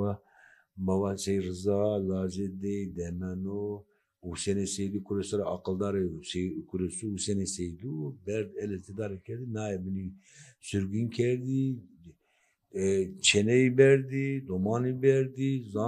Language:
Zaza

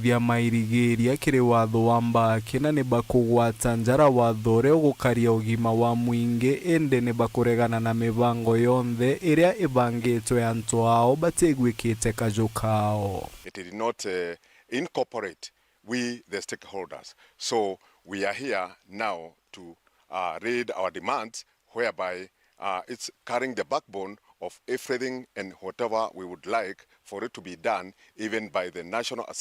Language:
Meru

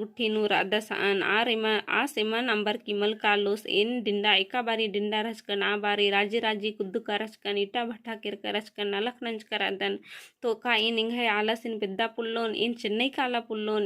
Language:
Kurukh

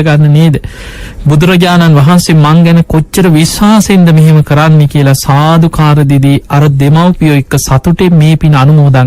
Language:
Sinhala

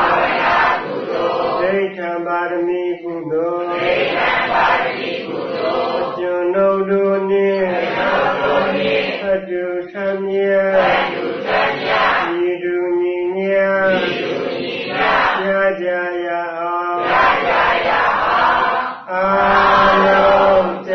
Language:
Burmese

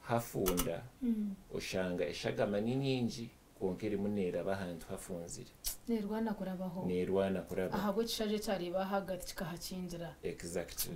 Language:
Nyankole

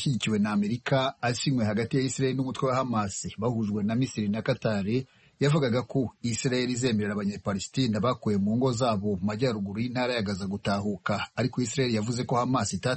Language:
Kinyarwanda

